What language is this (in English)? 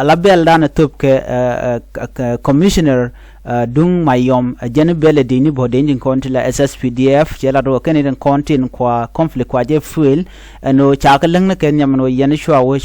Nuer